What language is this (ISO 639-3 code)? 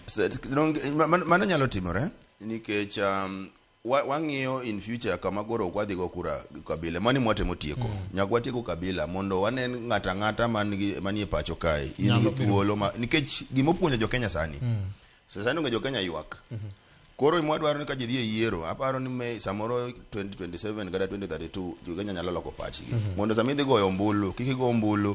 luo